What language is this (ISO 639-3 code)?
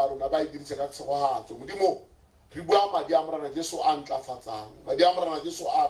tsn